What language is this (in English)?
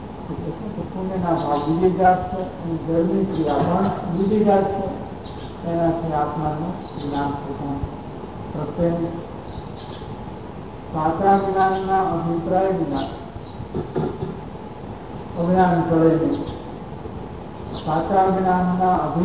Gujarati